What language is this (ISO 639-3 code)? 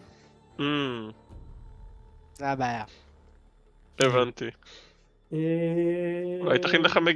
heb